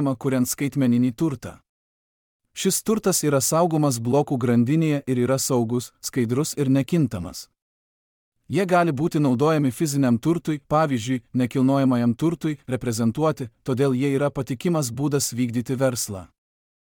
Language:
Lithuanian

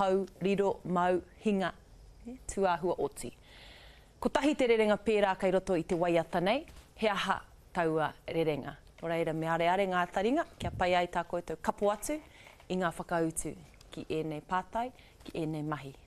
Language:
Māori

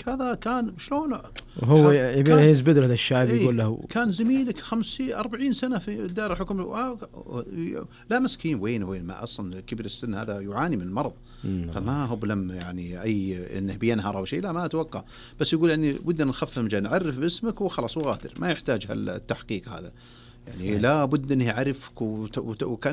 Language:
Najdi Arabic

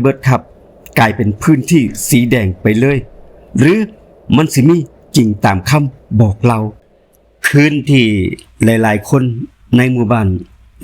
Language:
Lao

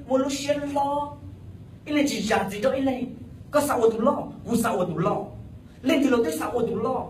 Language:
Hmong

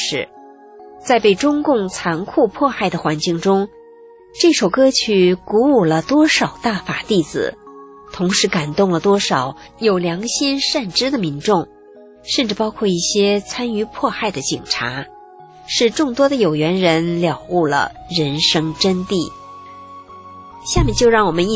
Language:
Chinese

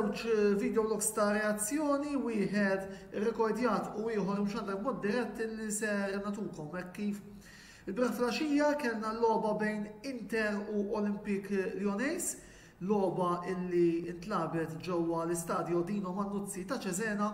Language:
Maltese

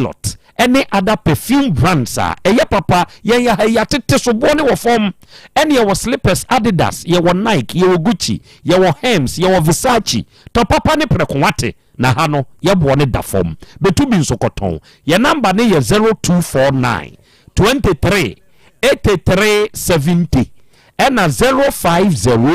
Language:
Akan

